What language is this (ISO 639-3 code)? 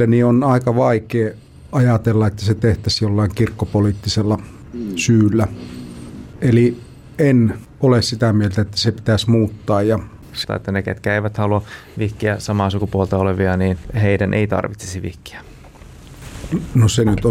fin